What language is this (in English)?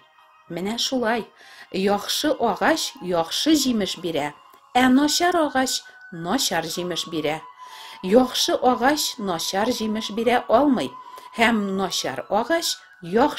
Tatar